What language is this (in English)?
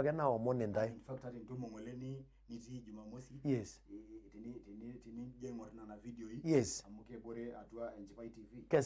Masai